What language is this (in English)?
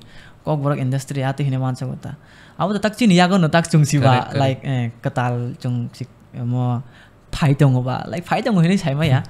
Kok Borok